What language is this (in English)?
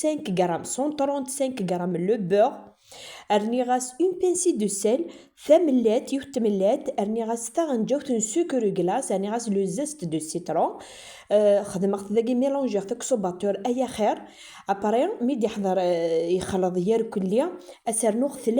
Kabyle